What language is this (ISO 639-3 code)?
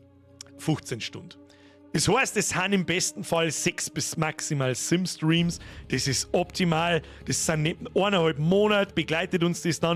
bar